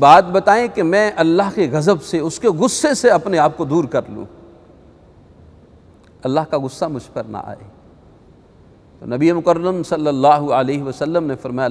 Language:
Urdu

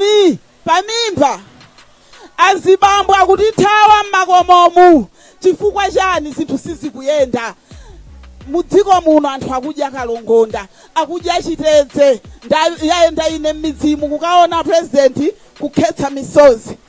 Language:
Nyanja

